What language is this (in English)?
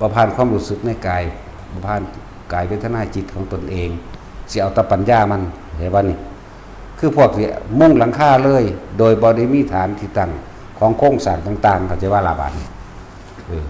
Lao